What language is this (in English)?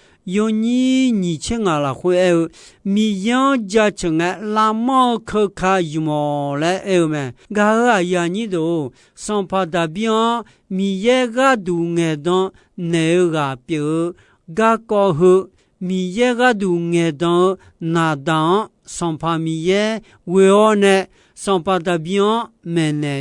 Akha